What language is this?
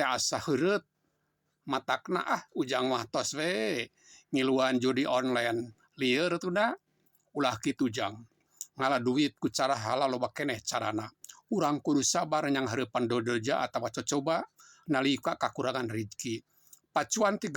Sundanese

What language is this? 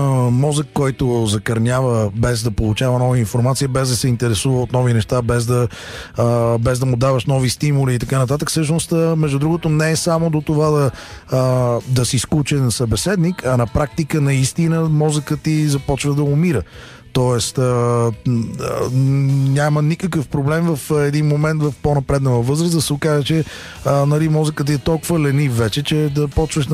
Bulgarian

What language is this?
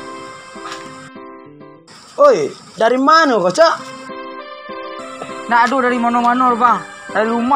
Minangkabau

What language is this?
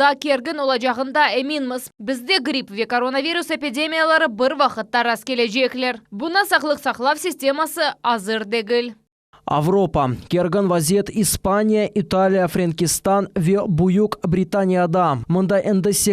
Crimean Tatar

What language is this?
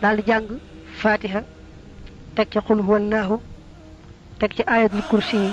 Wolof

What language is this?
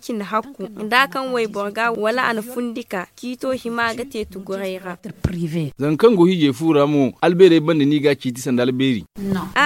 Zarma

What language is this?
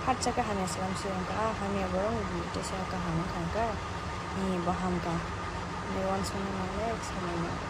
Kok Borok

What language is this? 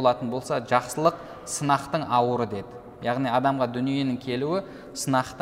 Kazakh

